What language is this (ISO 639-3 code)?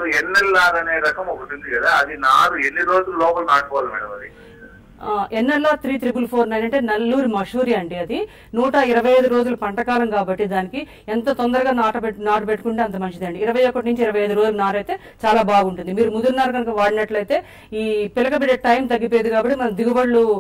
tel